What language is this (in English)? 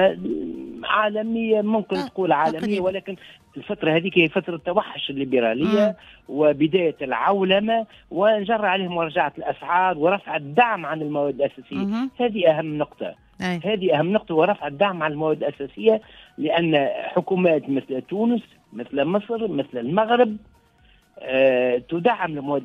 Tunisian Arabic